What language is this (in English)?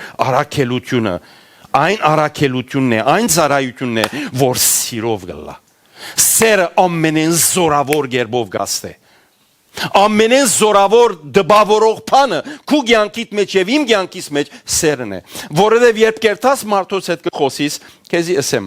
Western Armenian